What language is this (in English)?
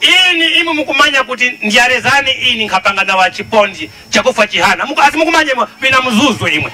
Nyanja